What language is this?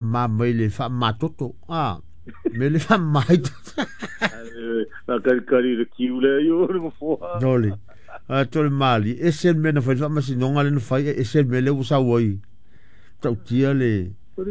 Samoan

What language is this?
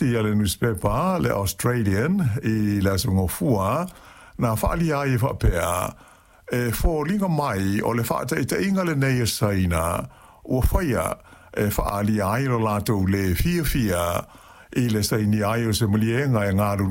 Samoan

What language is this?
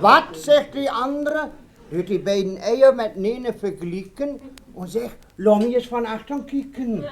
Westphalien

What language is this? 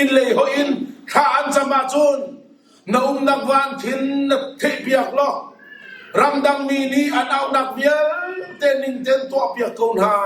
Hakha Chin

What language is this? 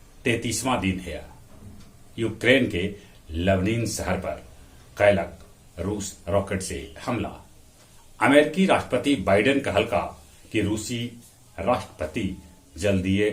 Magahi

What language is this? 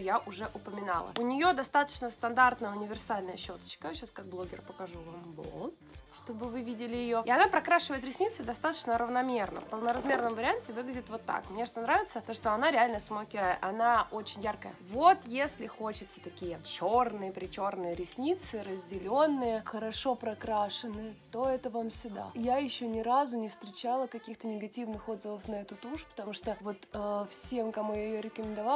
Russian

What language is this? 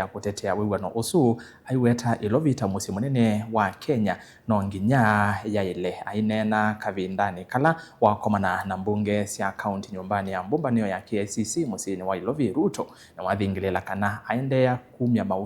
Kamba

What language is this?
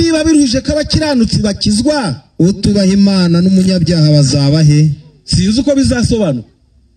Kinyarwanda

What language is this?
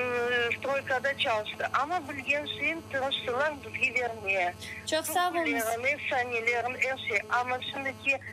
Crimean Tatar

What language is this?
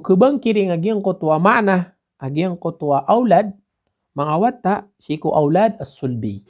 Maranao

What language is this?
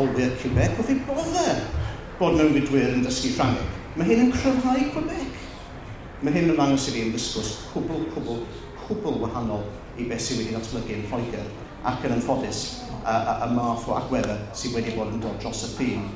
Welsh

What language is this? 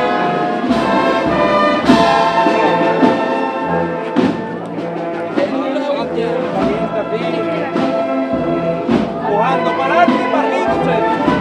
Spanish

